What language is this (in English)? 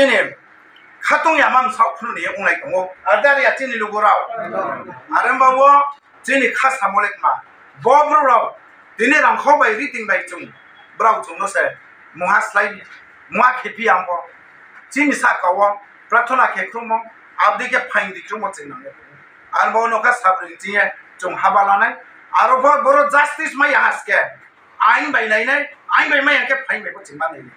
Riang (India)